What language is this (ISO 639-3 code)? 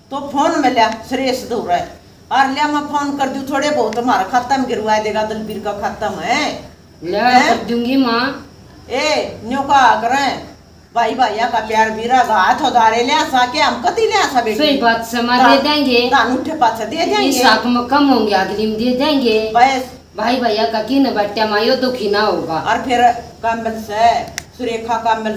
bgc